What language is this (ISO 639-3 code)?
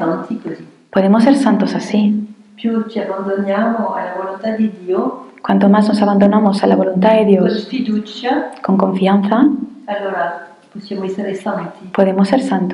spa